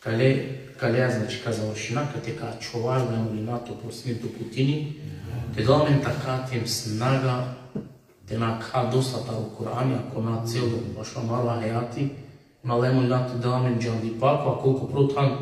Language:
Balkan Romani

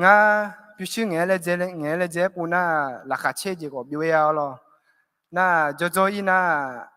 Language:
Akha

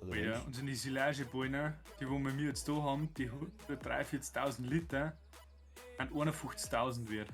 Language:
Bavarian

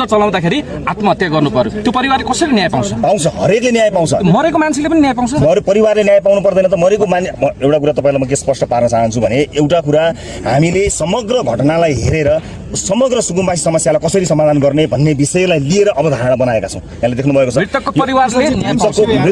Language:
Nepali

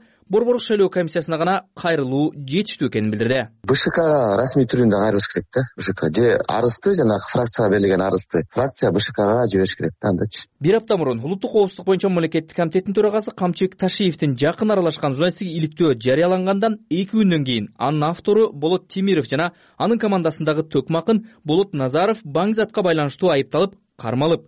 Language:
Kyrgyz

